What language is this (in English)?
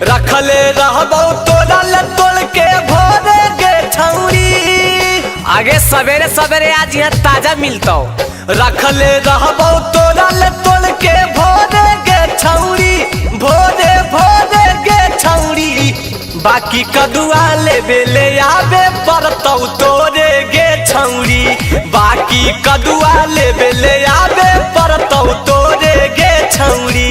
Magahi